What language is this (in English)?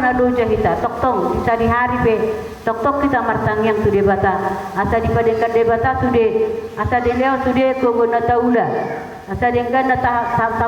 Batak Toba